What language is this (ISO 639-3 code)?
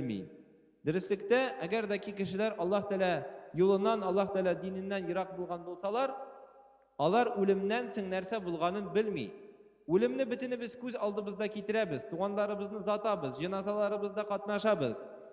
tat